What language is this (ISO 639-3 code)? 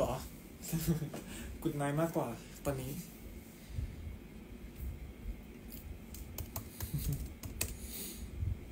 tha